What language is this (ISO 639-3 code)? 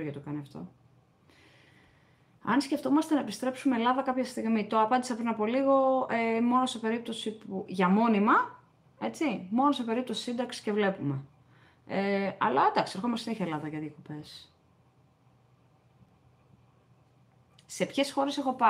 ell